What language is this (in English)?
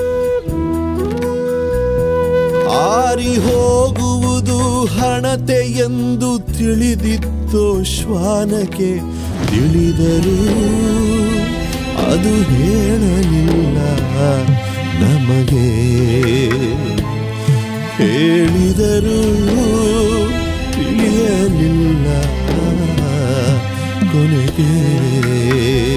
Kannada